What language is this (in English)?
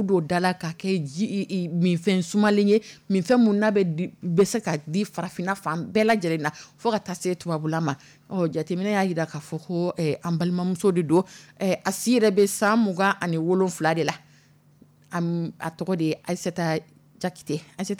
Dyula